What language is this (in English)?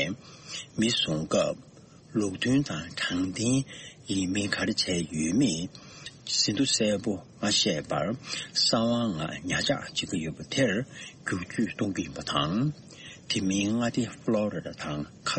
Tibetan